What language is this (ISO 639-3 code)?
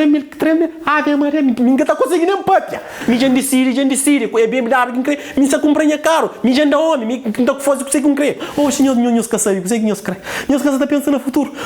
kea